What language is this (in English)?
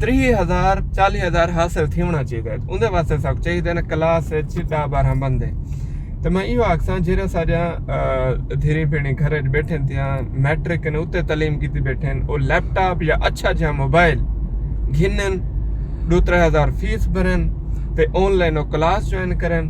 Saraiki